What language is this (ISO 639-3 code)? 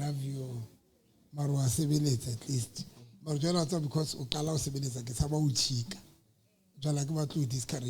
sot